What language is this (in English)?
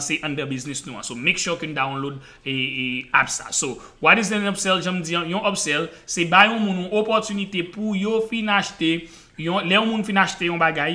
Haitian Creole